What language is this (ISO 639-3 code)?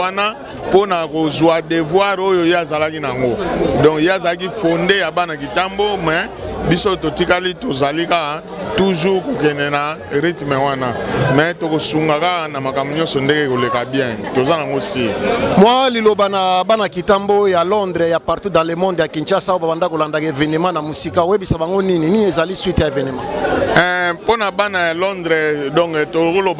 lin